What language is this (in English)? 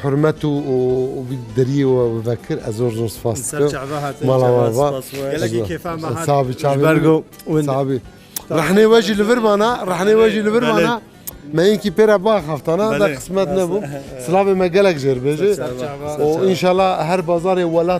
Kurdish